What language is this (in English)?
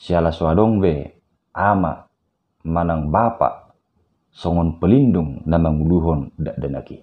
Batak Toba